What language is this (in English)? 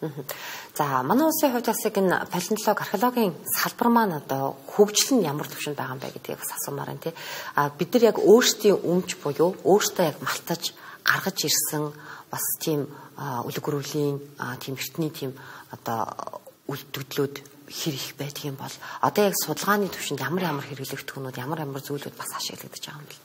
Mongolian